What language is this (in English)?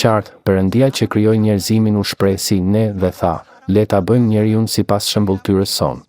Albanian